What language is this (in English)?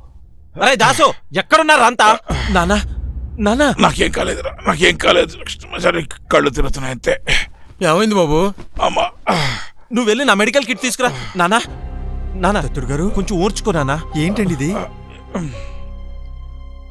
Telugu